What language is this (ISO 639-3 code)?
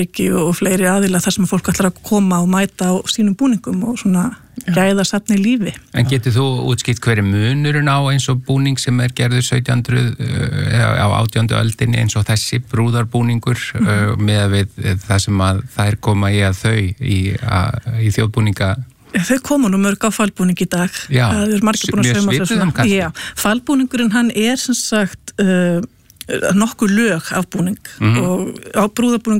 isl